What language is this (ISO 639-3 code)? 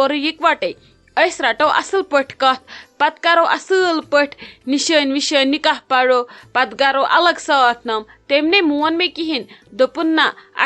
kas